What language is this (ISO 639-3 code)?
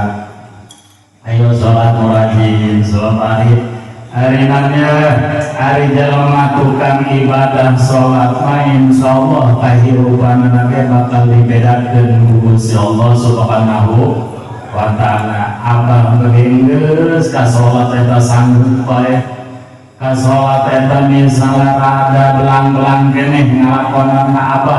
sun